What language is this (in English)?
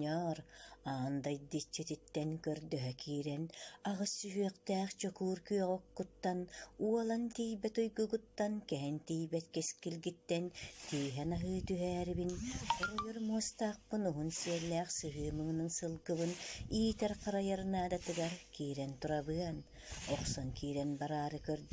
Yakut